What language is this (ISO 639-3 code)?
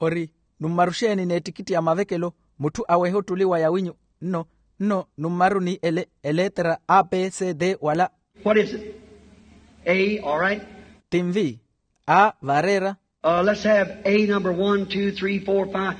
vmw